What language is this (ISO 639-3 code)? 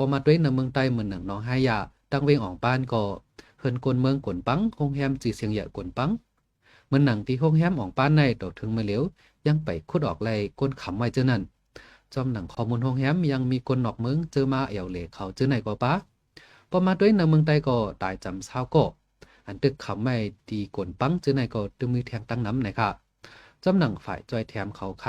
shn